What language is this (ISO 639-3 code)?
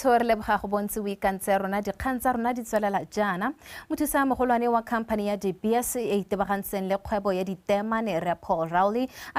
tsn